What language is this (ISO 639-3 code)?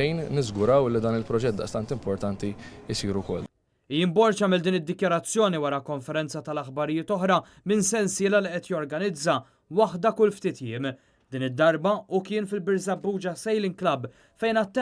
mlt